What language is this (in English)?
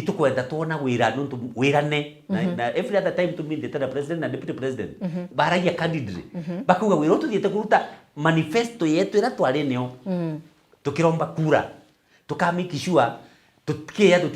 Meru